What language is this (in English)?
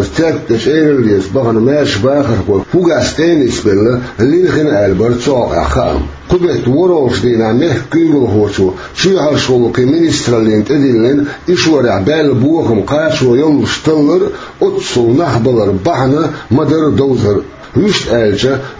Chechen